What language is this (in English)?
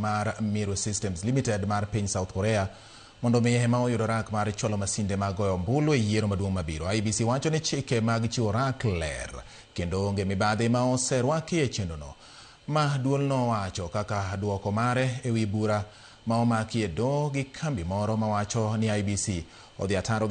Luo (Kenya and Tanzania)